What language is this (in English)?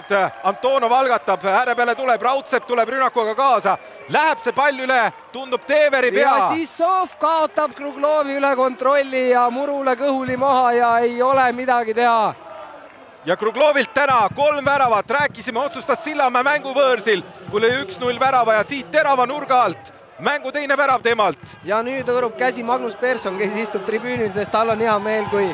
Estonian